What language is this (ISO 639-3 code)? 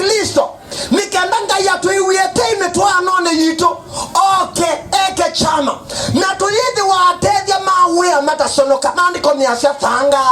kam